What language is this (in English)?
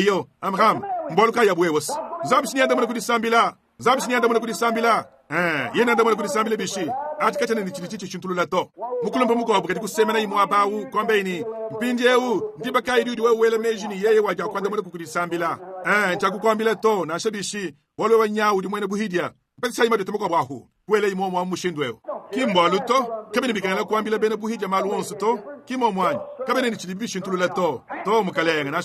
Luba-Lulua